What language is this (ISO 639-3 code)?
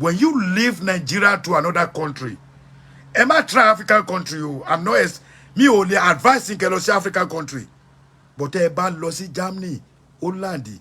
yor